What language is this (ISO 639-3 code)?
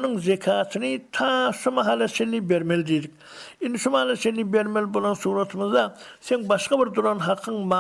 tuk